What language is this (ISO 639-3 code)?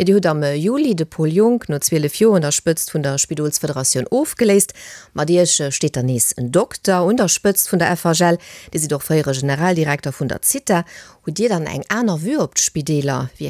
ltz